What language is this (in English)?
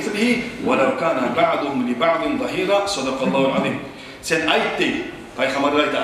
Kumyk